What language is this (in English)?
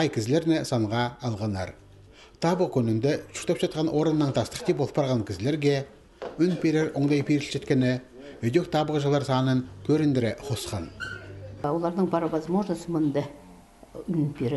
Khakas